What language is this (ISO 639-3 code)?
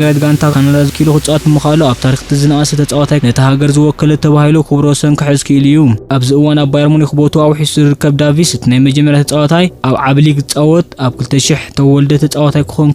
tir